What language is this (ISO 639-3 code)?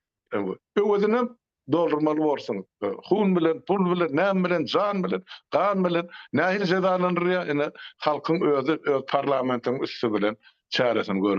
tuk